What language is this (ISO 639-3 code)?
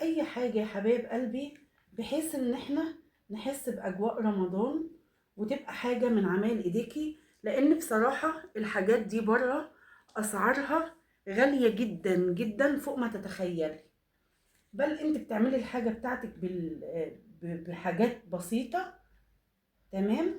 arz